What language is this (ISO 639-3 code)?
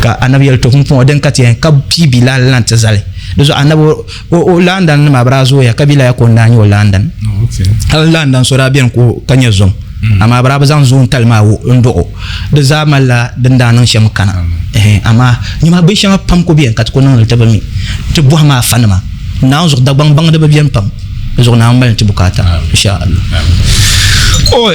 dag